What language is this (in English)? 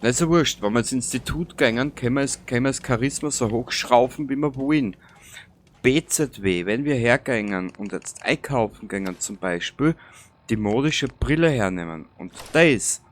Bavarian